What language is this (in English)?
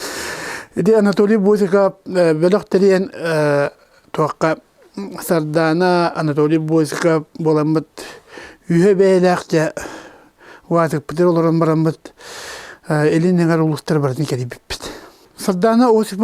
Yakut